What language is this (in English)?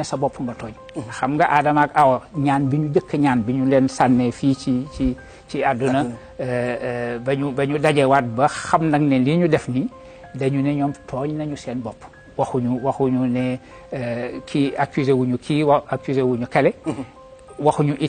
Wolof